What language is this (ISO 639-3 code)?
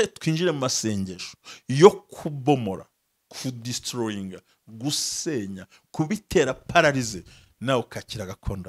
kin